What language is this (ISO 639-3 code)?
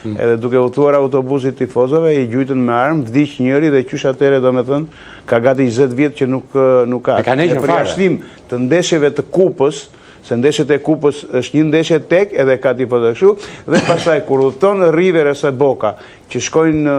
sqi